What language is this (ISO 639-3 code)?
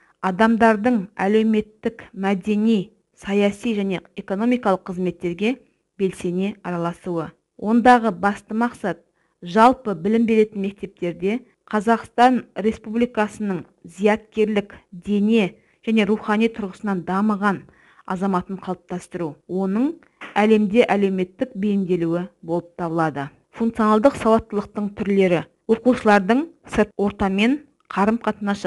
kaz